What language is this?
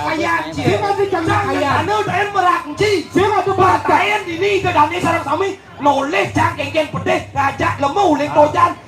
Balinese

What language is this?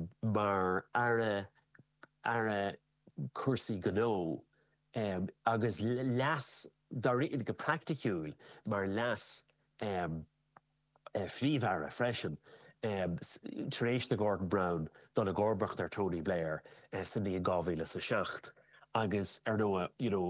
Irish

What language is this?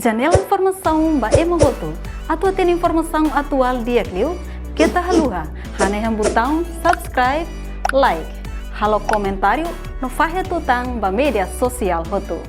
Tetum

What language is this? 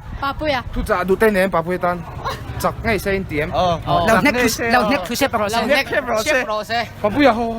Mizo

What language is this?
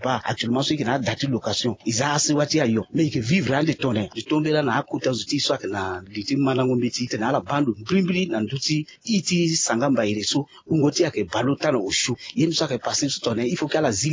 Sango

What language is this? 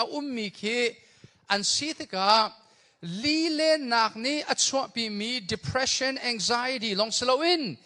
Hakha Chin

